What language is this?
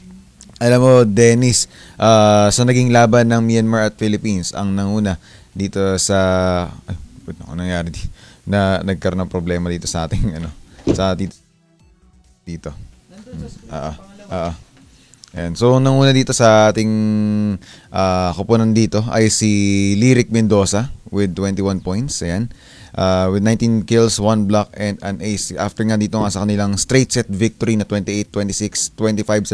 Filipino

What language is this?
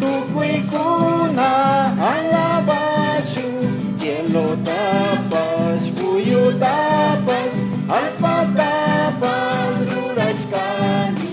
Imbabura Highland Quichua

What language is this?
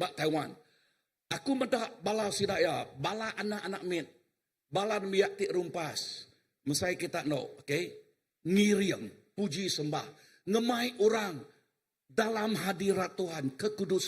Iban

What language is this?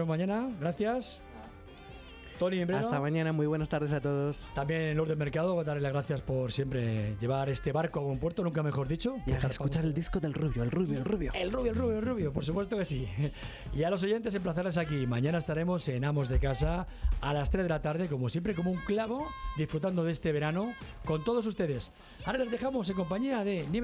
Spanish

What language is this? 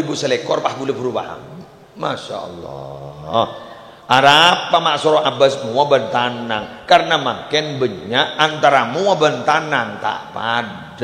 Madurese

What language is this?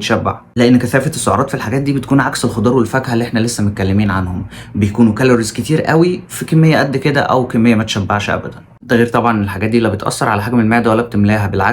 Egyptian Arabic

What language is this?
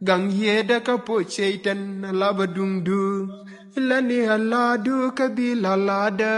Nuer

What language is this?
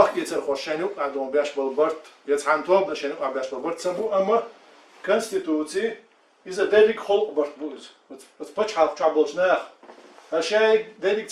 Chechen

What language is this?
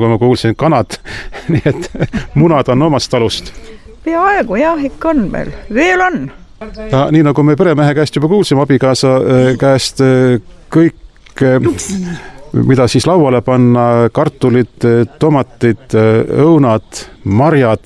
Estonian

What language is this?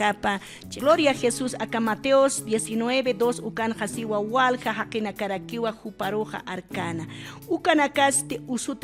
Aymara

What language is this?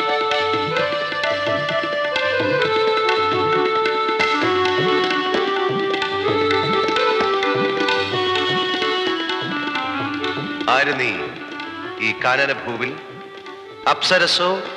Malayalam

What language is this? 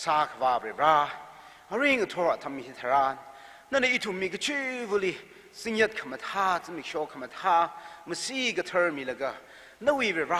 Tangkhul Naga (India)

